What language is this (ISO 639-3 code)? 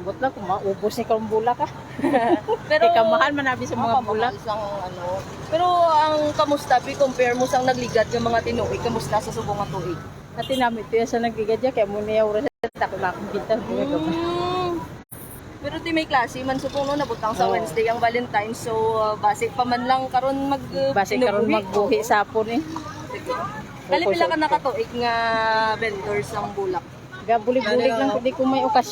hil